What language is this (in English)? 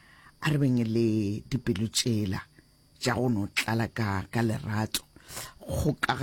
Northern Sotho